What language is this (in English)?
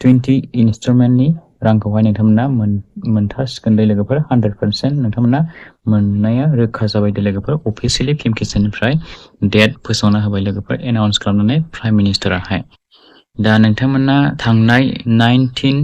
Bodo